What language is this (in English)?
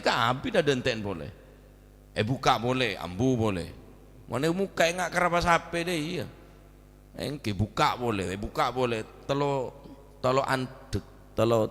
Madurese